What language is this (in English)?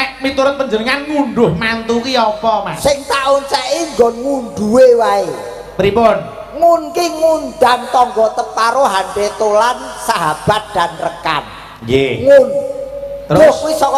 Javanese